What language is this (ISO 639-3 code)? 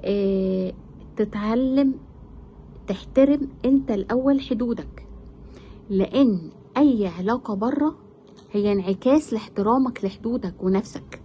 arz